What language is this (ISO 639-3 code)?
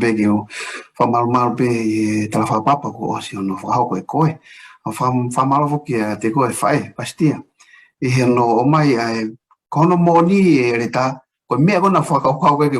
ton